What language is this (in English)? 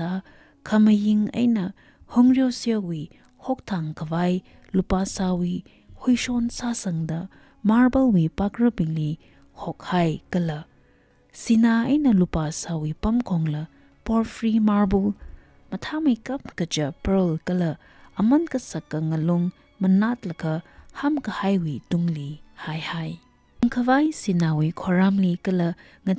Tangkhul Naga (India)